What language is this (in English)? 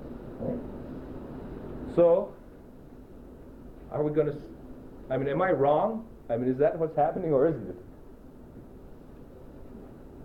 English